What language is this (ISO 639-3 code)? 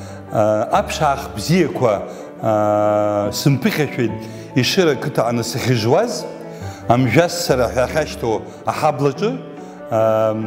abk